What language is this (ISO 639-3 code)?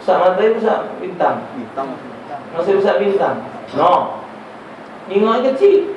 mui